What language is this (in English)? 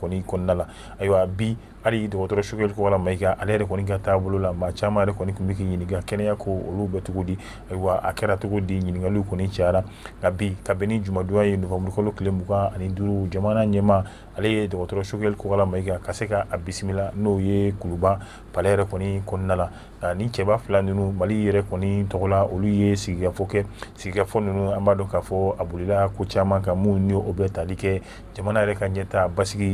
Bambara